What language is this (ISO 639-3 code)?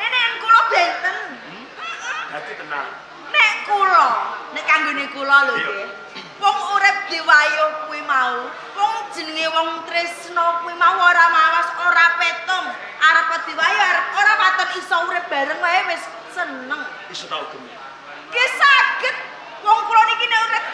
jav